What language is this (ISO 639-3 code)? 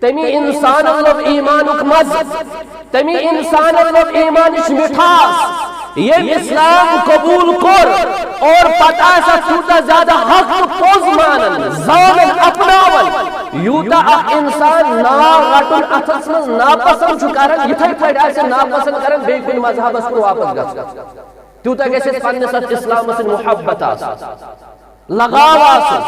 kas